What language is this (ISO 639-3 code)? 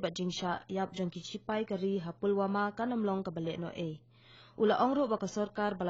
kha